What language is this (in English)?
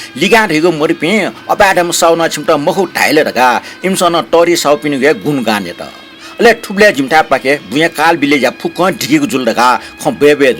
Newari